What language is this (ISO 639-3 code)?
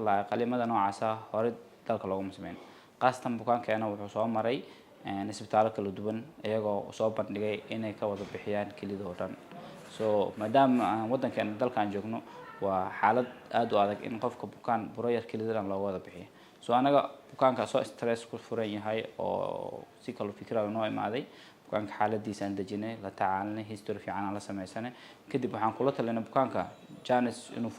som